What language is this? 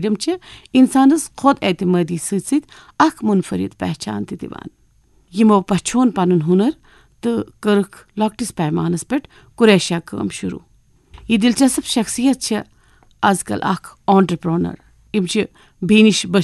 Kashmiri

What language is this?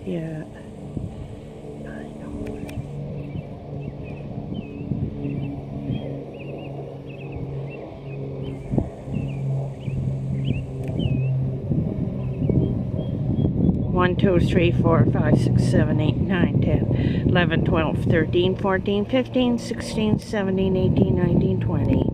English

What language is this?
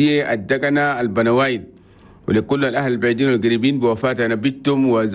Chadian Arabic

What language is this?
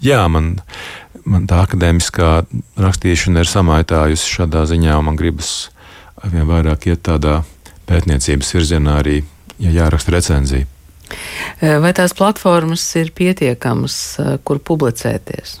Latvian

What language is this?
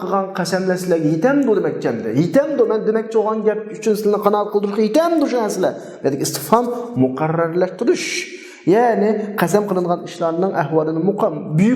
Uyghur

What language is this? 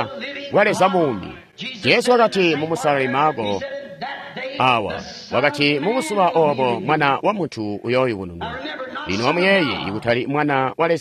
Tonga (Zambia)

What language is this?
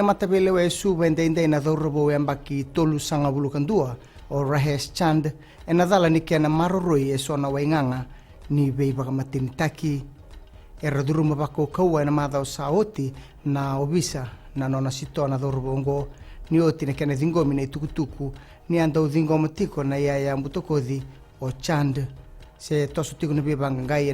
Fijian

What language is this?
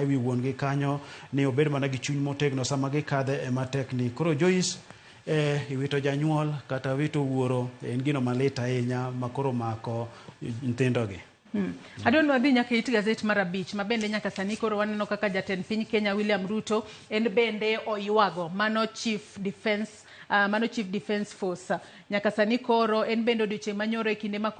Luo (Kenya and Tanzania)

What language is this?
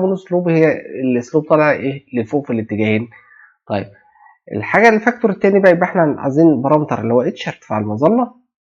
Egyptian Arabic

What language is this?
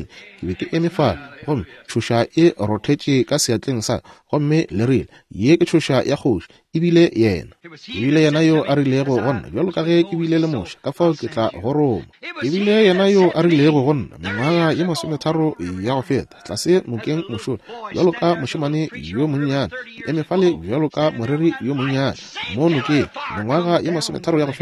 Northern Sotho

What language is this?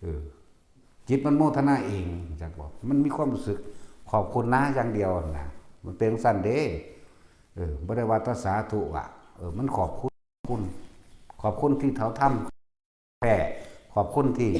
Northeastern Thai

